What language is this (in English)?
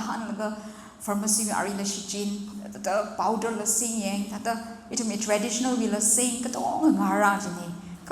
Tangkhul Naga (India)